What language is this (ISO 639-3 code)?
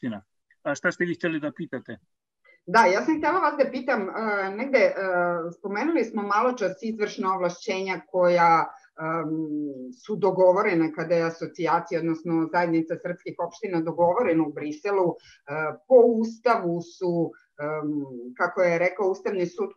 srp